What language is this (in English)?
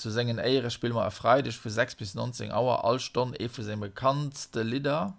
Luxembourgish